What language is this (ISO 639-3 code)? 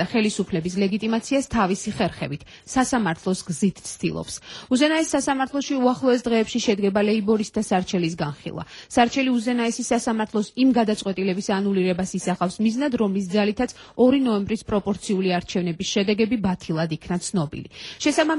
kat